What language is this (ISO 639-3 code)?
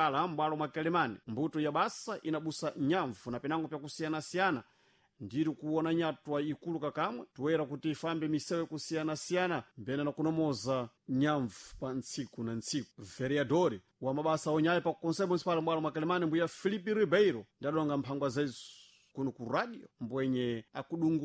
seh